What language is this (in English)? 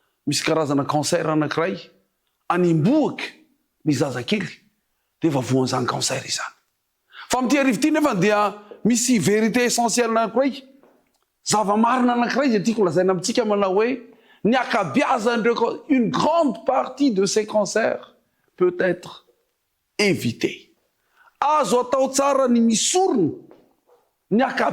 Malagasy